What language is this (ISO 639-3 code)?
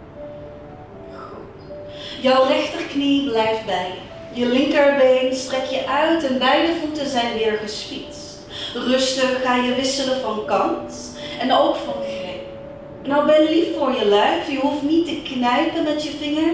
nld